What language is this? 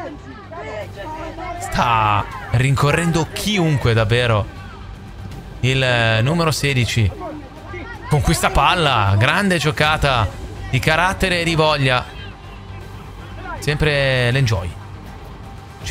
Italian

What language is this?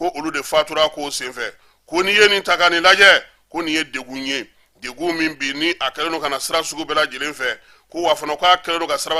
Bambara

